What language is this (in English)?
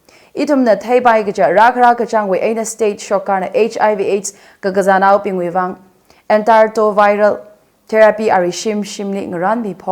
Tangkhul Naga (India)